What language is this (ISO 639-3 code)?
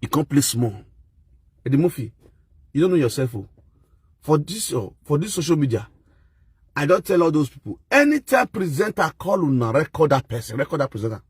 pcm